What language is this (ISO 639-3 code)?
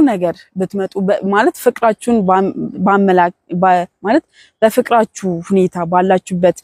amh